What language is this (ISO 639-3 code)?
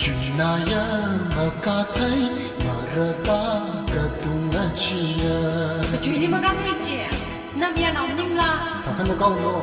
nmf